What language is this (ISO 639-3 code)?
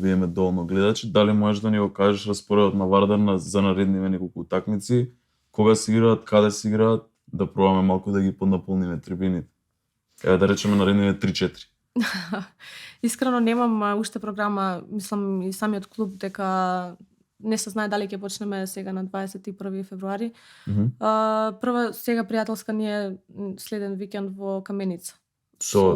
mkd